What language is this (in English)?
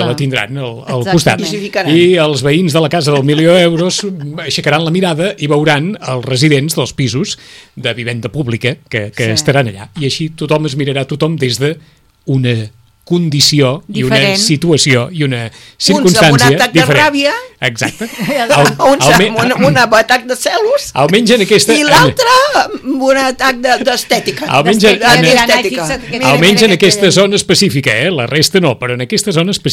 Catalan